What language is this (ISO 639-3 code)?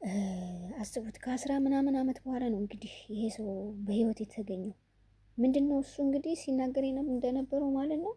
amh